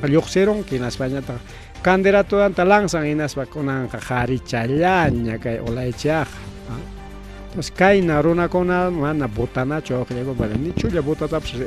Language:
Ayacucho Quechua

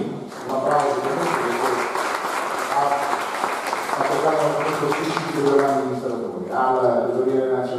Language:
Italian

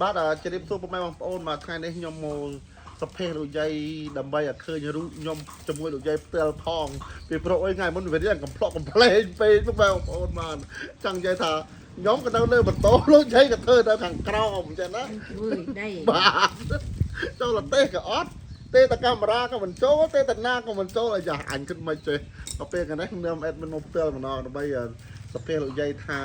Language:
Khmer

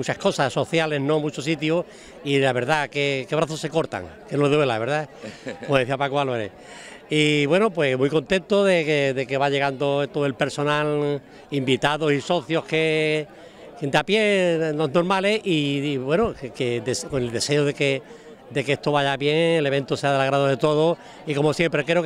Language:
Spanish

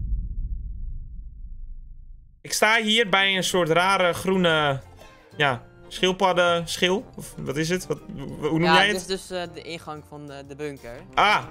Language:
Dutch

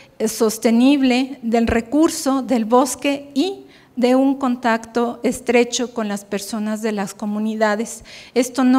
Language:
Spanish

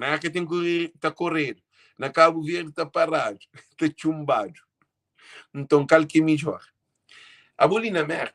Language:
Kabuverdianu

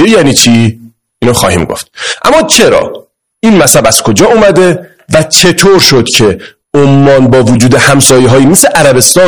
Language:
Persian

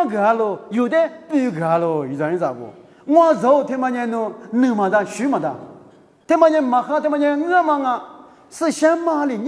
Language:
Lisu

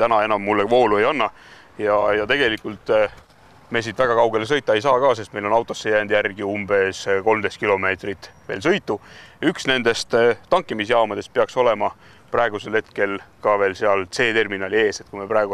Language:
Estonian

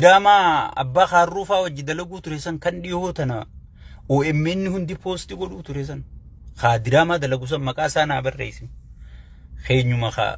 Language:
Oromo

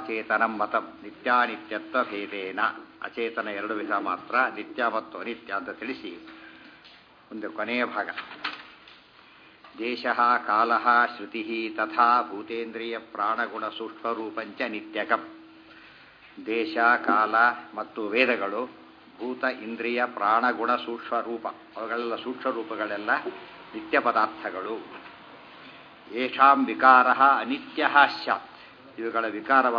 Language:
Kannada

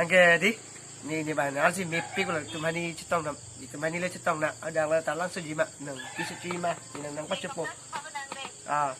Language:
Karbi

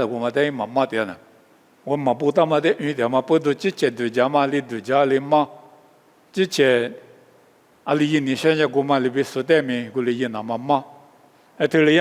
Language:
Lisu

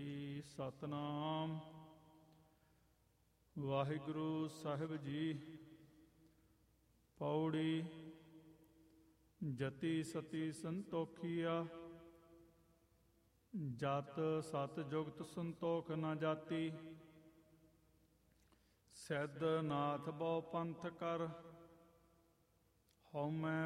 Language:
Punjabi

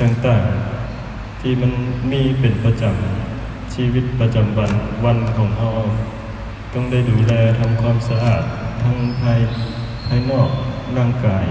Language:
Lao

